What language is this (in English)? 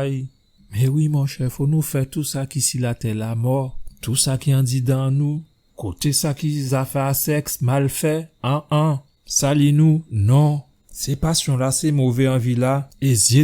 Guadeloupean Creole French